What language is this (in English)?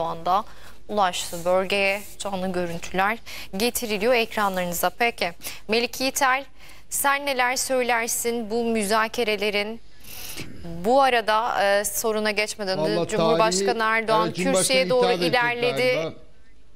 Turkish